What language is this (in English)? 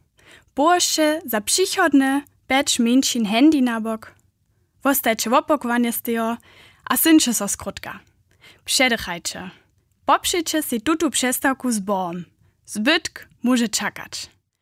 Upper Sorbian